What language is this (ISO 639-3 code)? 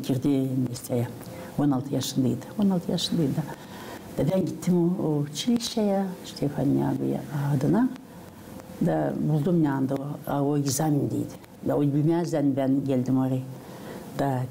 gag